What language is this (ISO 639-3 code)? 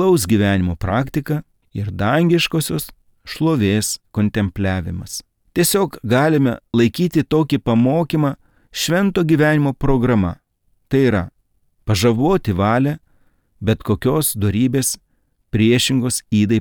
lit